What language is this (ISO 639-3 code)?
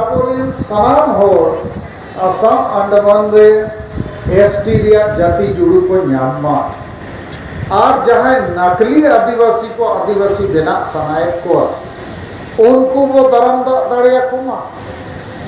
sat